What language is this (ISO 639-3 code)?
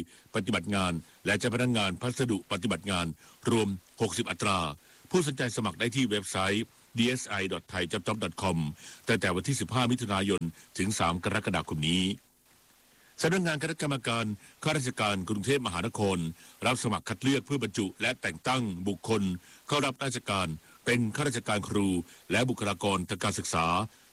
tha